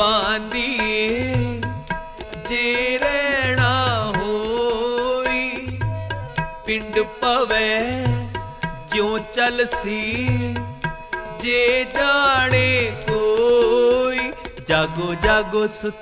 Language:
Punjabi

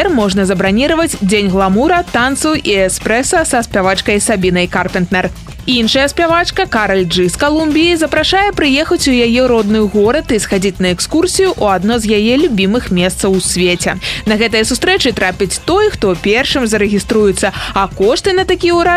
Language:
Belarusian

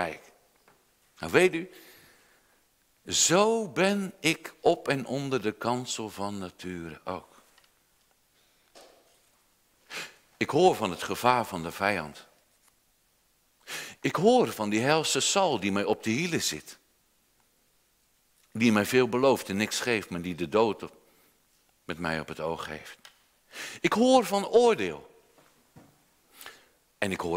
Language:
Dutch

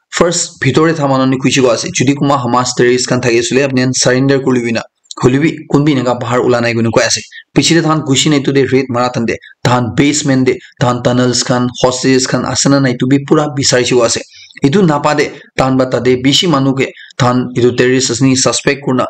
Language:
Naga Pidgin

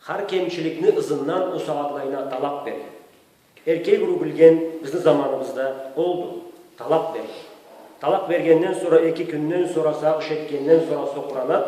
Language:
Karachay-Balkar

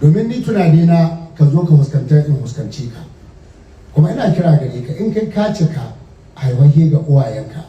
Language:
Hausa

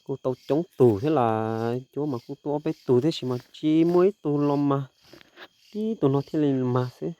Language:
Hmong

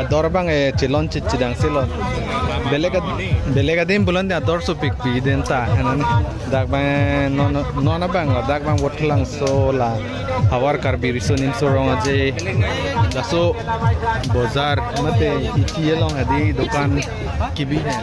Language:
Karbi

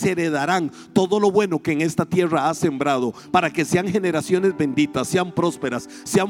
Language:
Spanish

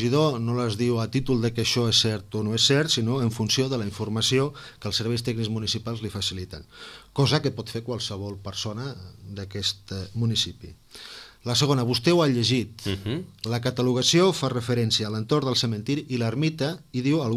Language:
Catalan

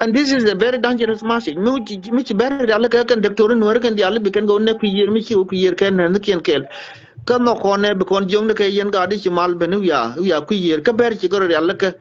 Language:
Nuer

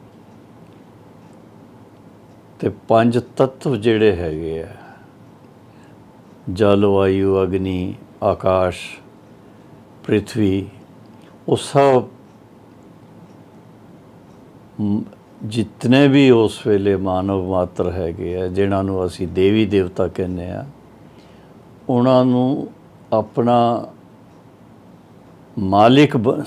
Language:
Punjabi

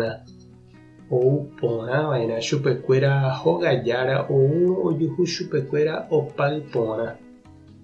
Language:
Guarani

